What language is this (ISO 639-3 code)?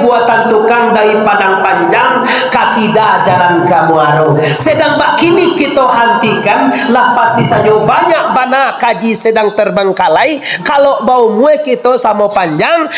min